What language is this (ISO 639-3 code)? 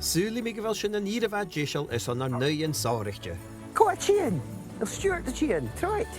gla